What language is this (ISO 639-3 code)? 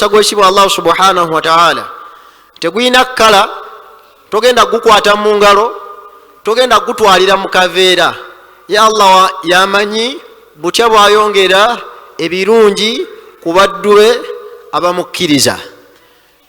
lug